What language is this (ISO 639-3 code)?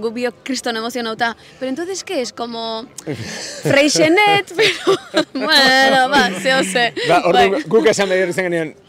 eus